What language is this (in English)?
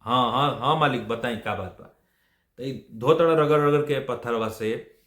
Bhojpuri